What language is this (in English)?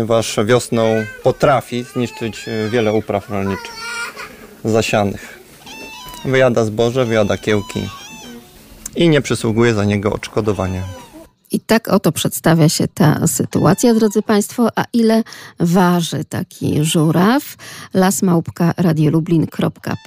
Polish